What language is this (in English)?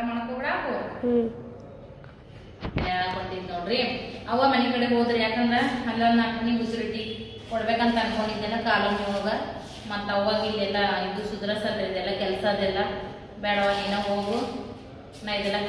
Kannada